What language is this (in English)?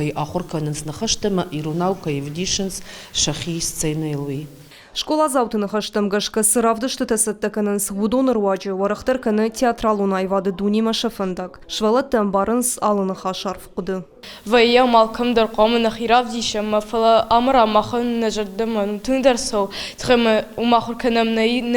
Ossetic